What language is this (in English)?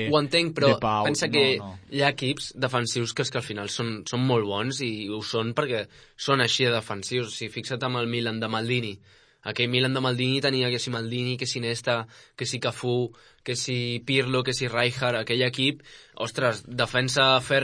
Catalan